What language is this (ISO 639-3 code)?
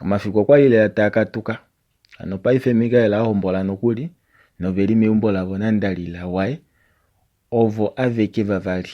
kua